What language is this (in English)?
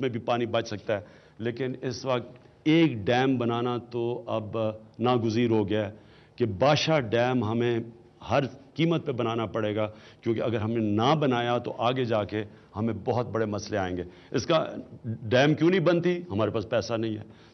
Urdu